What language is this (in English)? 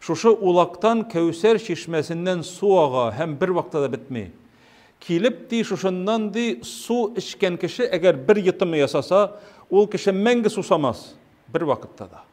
Tatar